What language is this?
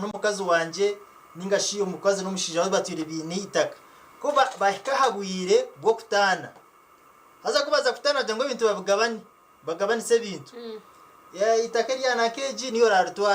Nyankole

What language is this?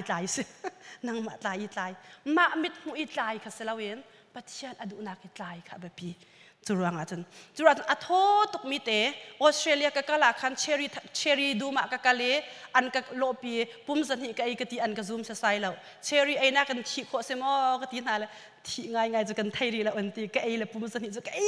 Hakha Chin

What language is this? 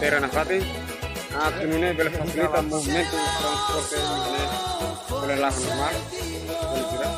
Tetum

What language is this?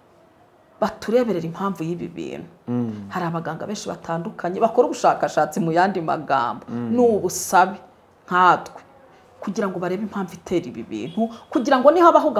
Kinyarwanda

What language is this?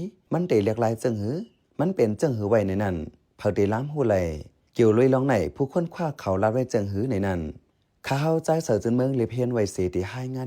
Shan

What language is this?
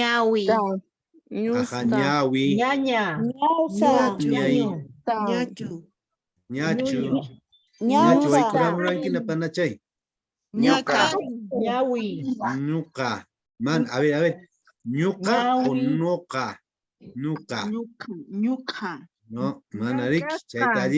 Quechua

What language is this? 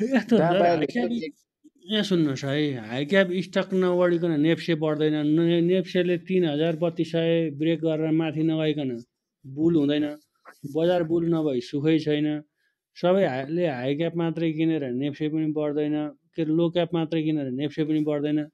Nepali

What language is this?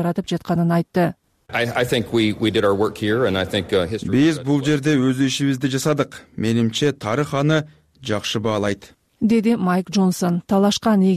Kyrgyz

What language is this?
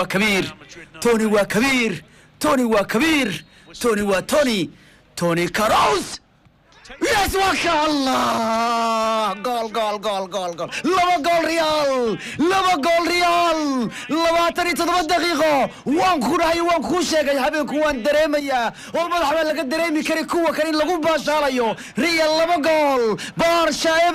Somali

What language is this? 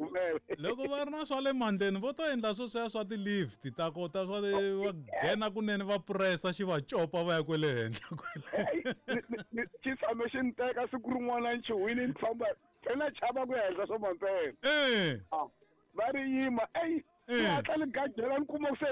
Tsonga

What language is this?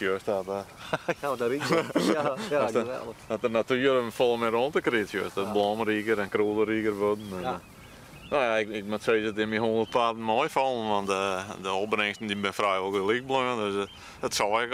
Western Frisian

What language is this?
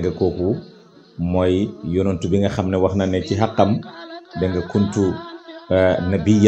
Wolof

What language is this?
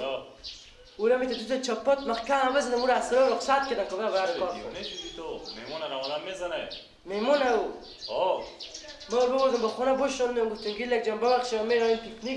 Persian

